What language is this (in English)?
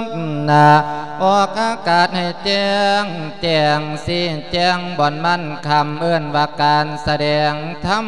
Lao